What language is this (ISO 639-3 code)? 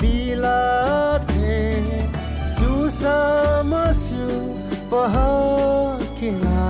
new